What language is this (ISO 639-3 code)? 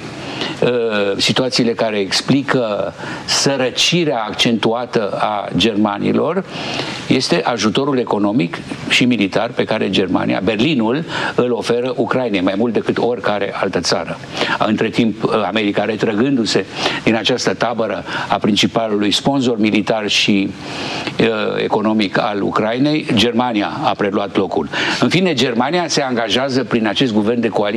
ron